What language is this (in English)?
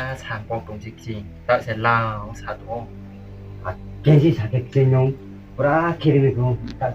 Riang (India)